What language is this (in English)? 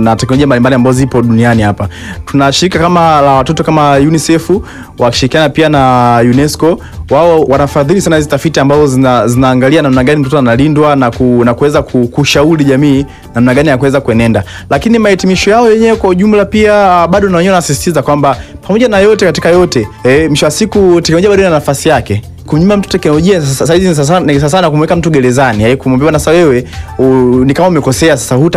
Swahili